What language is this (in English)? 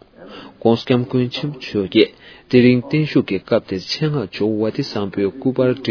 Tibetan